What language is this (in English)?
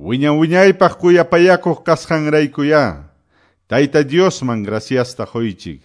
Quechua